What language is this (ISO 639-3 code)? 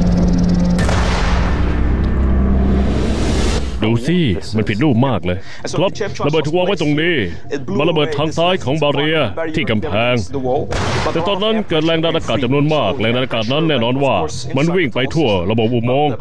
tha